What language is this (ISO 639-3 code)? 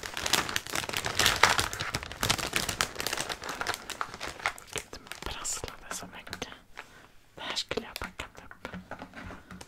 swe